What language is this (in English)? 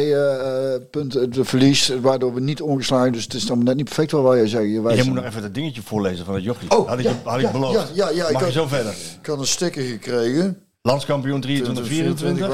Dutch